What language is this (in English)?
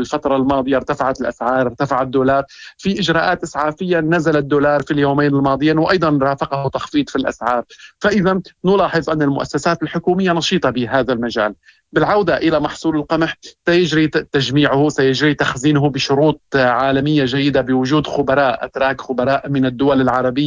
Moroccan Arabic